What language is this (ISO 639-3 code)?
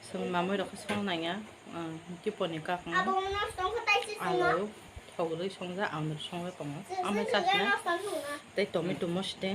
trp